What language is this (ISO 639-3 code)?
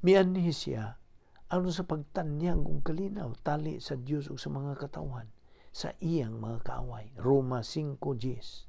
ceb